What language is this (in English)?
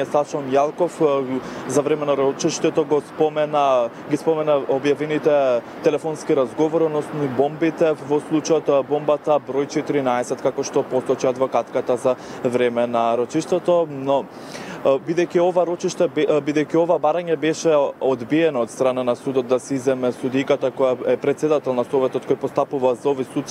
Macedonian